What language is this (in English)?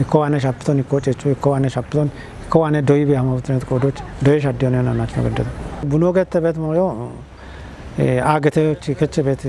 Kafa